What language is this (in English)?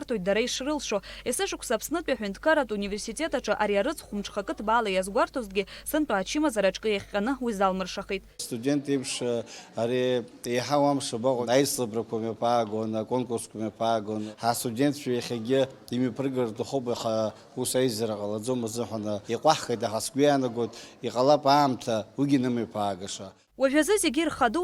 Abkhazian